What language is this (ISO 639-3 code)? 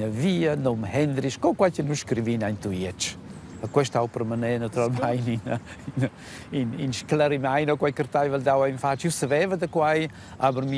roh